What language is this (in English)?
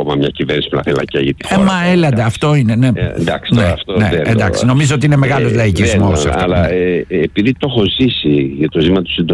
Greek